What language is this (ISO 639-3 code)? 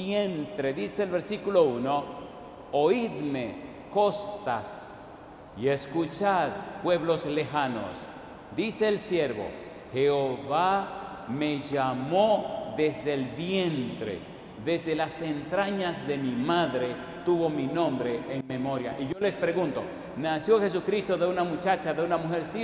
spa